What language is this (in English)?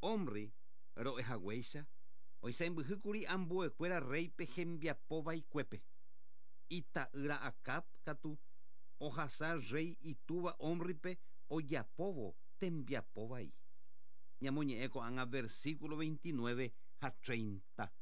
Guarani